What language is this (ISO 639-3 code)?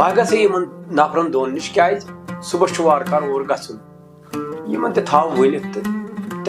kas